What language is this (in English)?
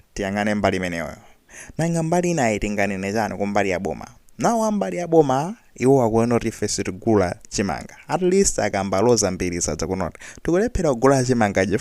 Nyanja